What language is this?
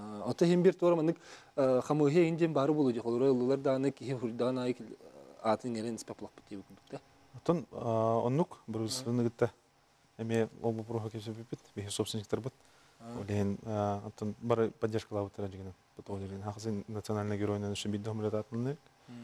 Yakut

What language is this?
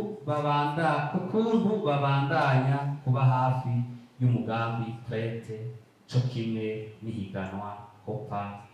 Rundi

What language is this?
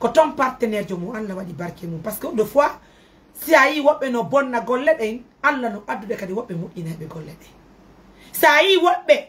Fula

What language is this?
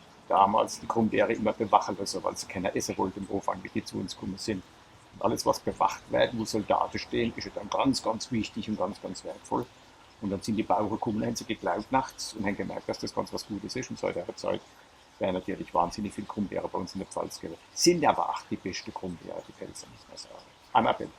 Palatine German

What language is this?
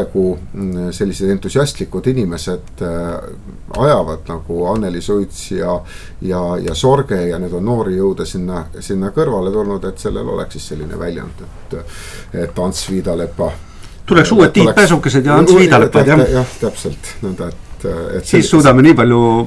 Estonian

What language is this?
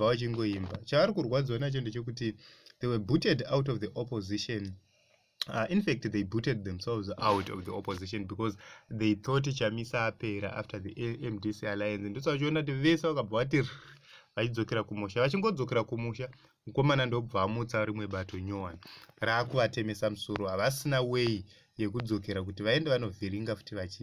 Shona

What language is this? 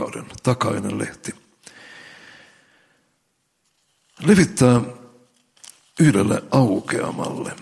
Finnish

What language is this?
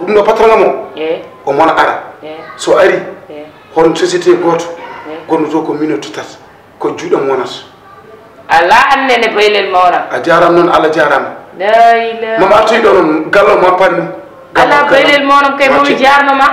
Fula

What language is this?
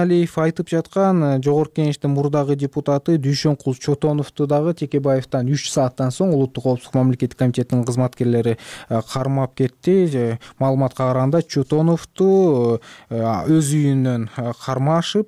Kyrgyz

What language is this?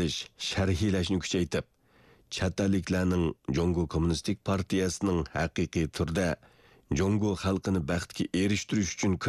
Uyghur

